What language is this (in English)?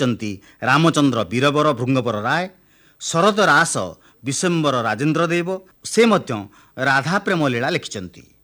Odia